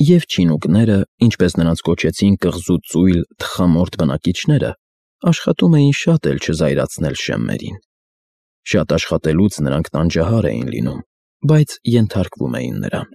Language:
Armenian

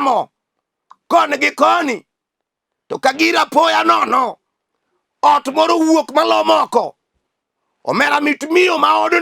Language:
Luo (Kenya and Tanzania)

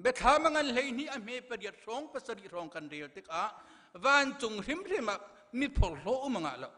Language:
Hakha Chin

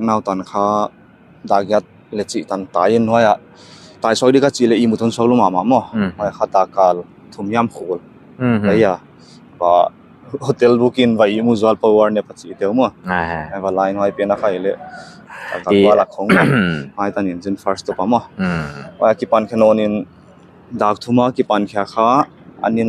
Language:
Paite Chin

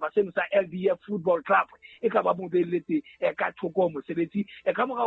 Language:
Southern Sotho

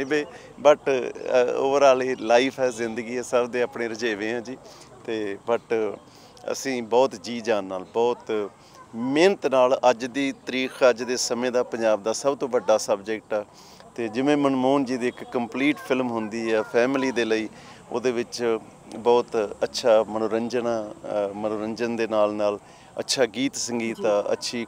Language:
Punjabi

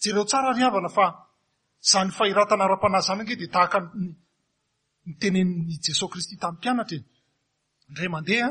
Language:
Malagasy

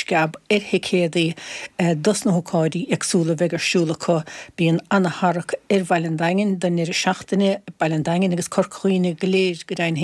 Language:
Irish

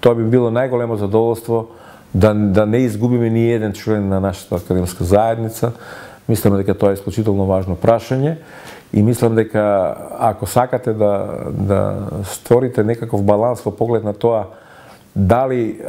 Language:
Macedonian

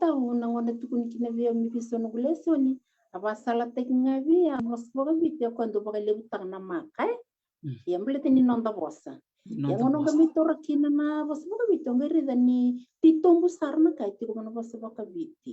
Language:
Fijian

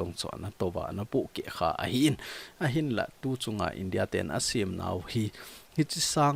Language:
Thado Chin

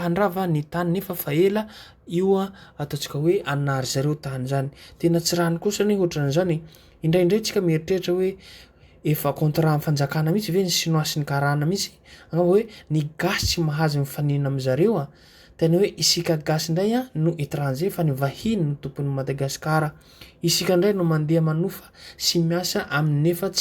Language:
Malagasy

